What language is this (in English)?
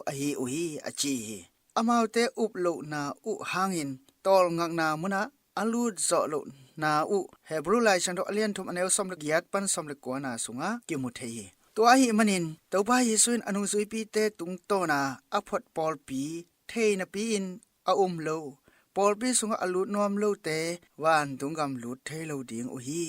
Tedim Chin